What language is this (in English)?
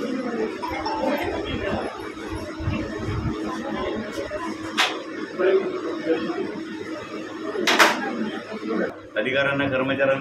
Marathi